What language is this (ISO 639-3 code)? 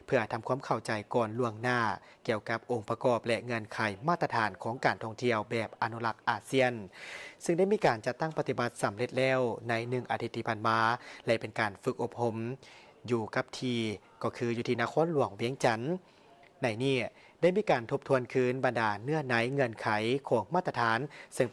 lao